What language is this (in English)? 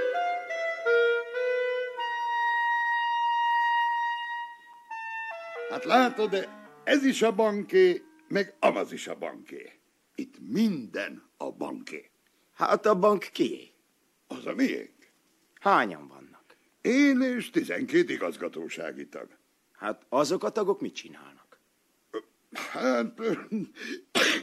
Hungarian